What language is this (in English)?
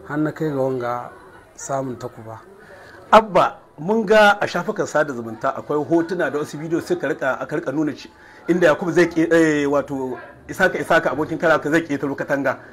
Hausa